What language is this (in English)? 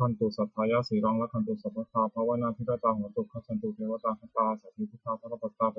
Pali